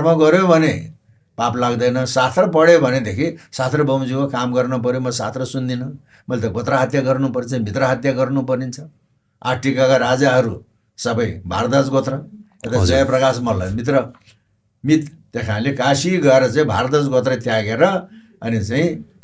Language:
Nepali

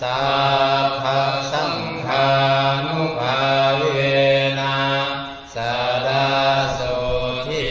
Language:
Pali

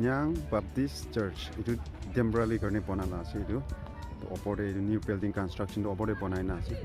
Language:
Naga Pidgin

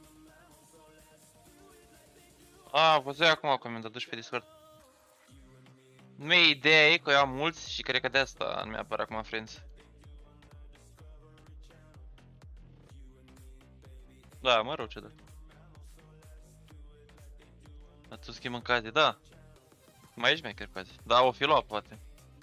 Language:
Romanian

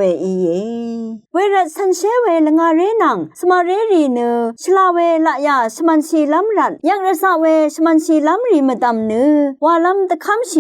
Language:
Rawang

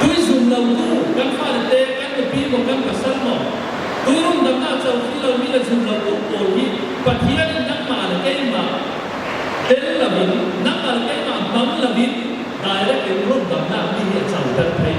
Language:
Falam Chin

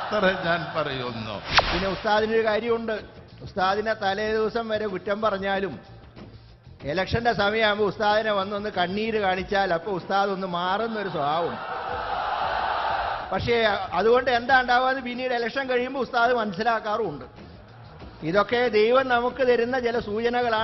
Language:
Malayalam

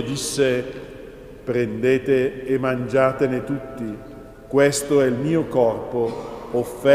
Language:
Italian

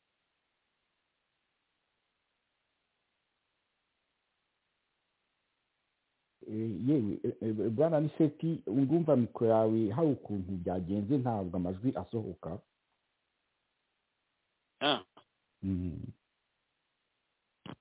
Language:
Kinyarwanda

